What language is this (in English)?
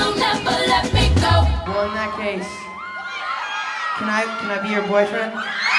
English